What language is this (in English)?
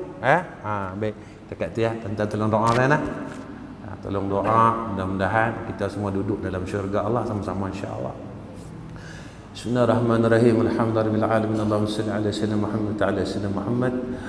Malay